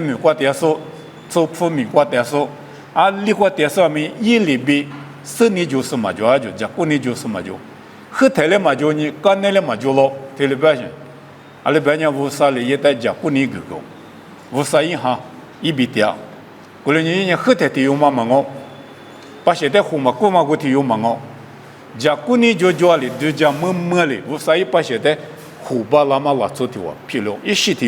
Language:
Lisu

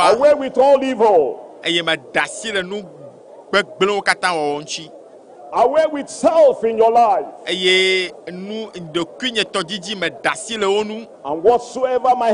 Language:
Ewe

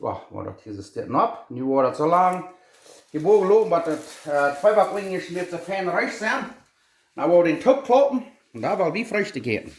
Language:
Plautdietsch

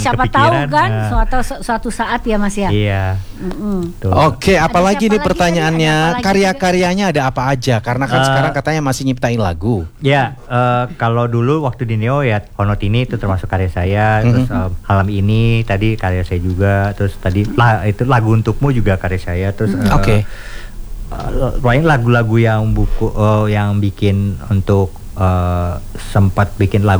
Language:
Indonesian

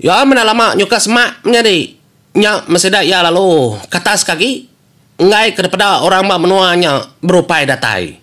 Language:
Iban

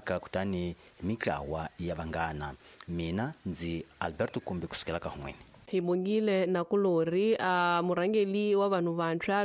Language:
Tsonga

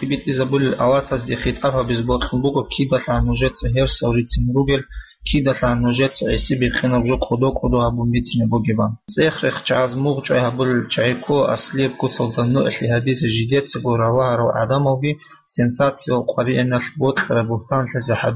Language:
Avaric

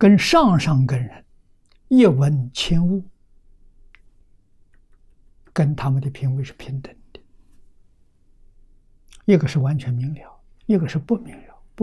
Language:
Chinese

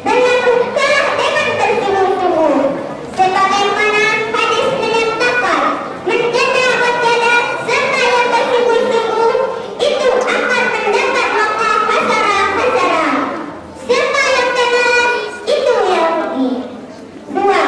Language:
Minangkabau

